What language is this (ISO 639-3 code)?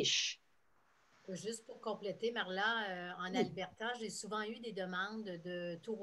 fra